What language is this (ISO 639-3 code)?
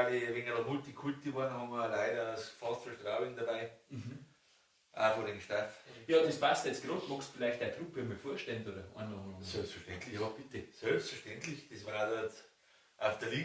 bar